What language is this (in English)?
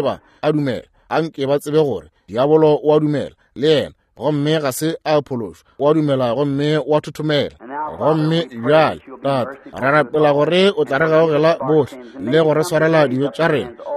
Northern Sotho